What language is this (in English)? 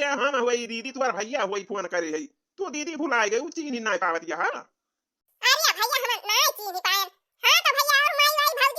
Awadhi